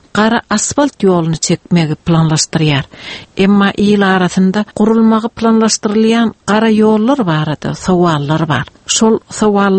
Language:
Turkmen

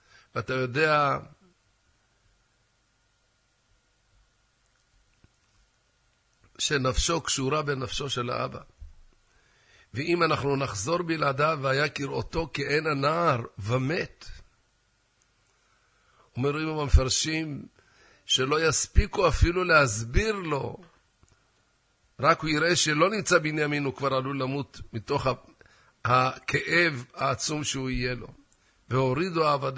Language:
Hebrew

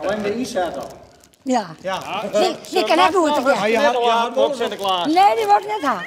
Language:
Western Frisian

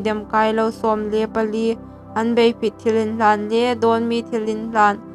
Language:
Hmar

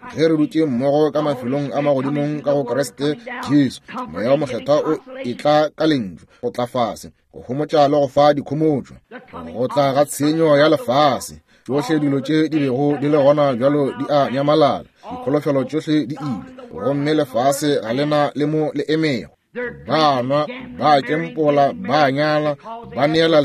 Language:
Northern Sotho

